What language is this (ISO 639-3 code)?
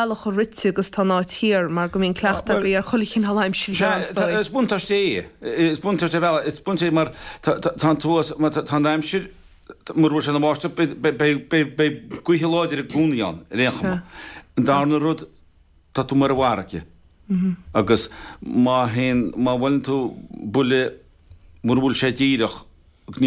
gle